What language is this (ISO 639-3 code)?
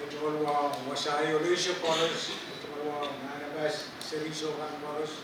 pon